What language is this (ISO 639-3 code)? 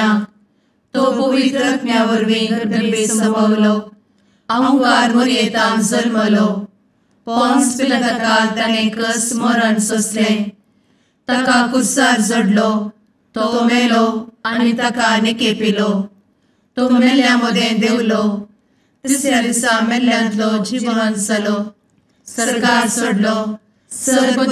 kok